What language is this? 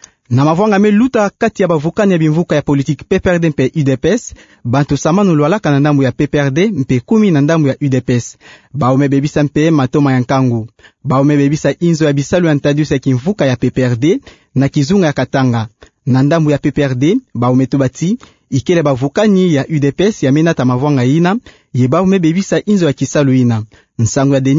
Kituba (Democratic Republic of Congo)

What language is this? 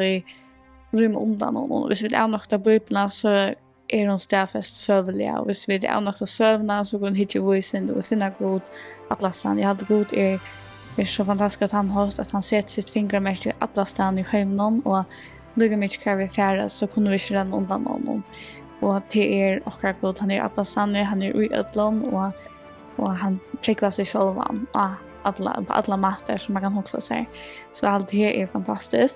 Faroese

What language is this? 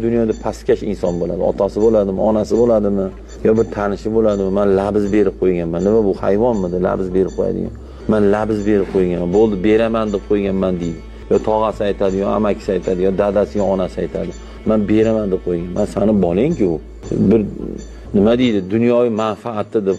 Uzbek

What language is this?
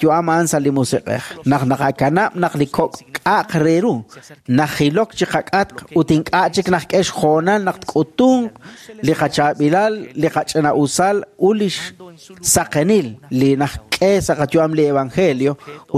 Kekchí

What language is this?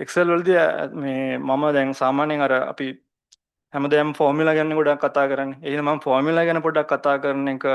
Sinhala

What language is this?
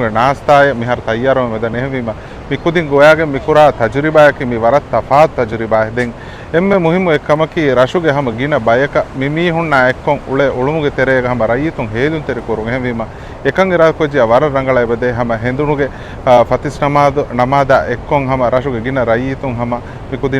Divehi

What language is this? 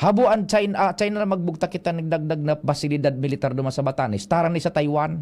Bikol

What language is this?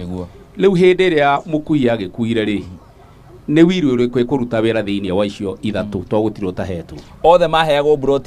Kikuyu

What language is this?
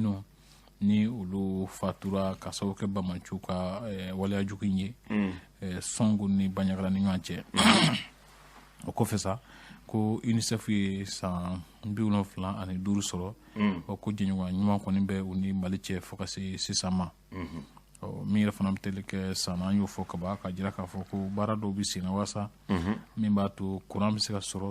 Bambara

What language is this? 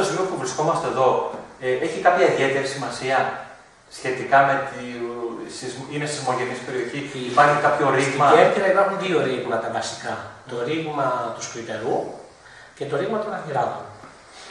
Greek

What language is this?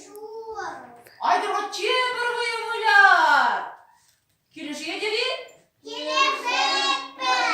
Chuvash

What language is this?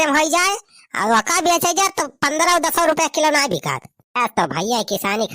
Awadhi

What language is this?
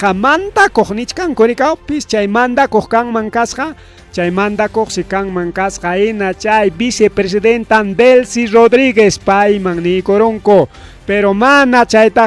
Ayacucho Quechua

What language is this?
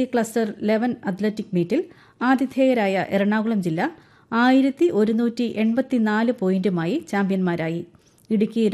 Malayalam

